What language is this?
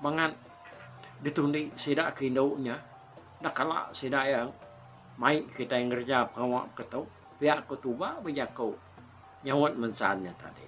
Iban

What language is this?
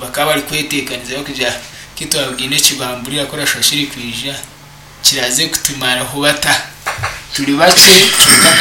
Nyankole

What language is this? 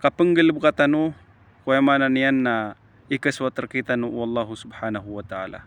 Maranao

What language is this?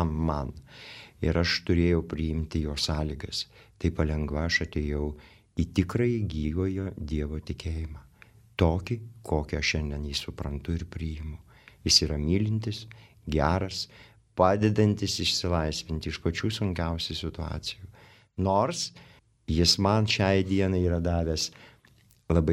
Lithuanian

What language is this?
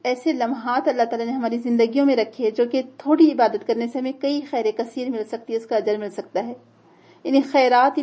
Urdu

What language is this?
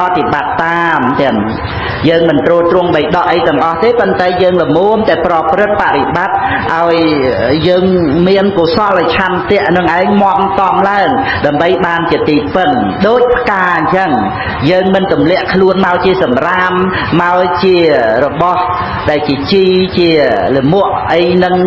Khmer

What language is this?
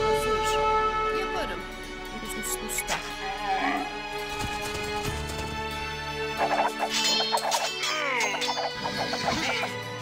Turkish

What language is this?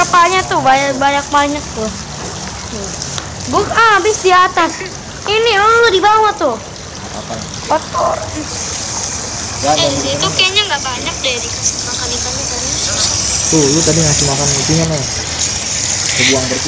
Indonesian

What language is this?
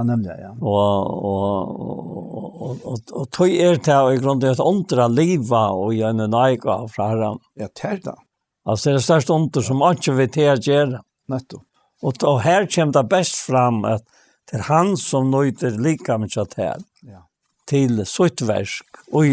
Faroese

